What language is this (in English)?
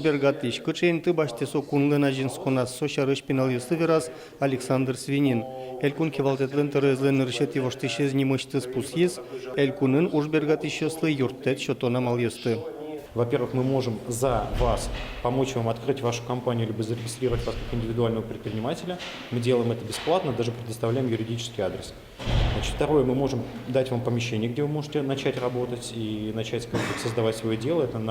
Udmurt